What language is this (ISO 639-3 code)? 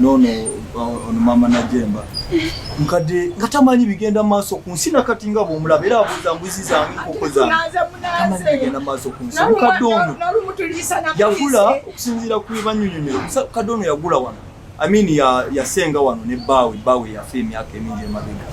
lug